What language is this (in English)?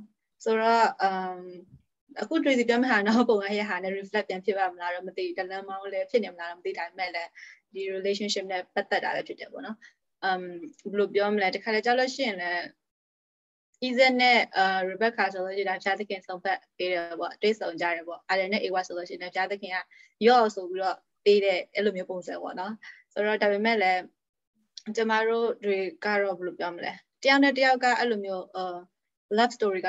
Burmese